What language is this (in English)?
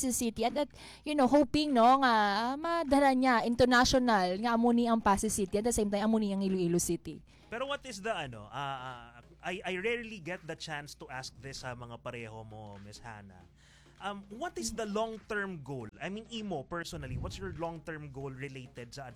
Hiligaynon